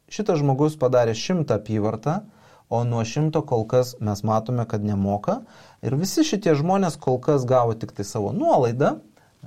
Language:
Lithuanian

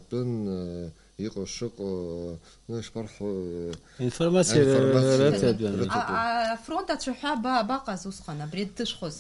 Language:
Abkhazian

